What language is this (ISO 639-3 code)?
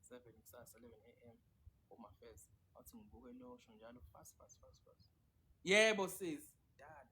zul